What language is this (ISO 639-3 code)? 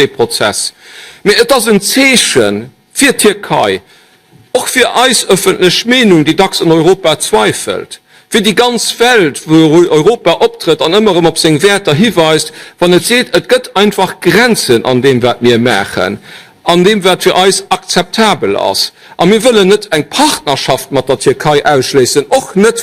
ltz